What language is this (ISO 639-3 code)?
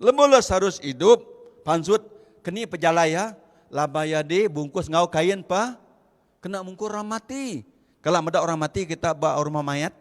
iba